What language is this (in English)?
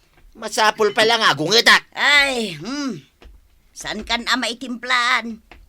Iloko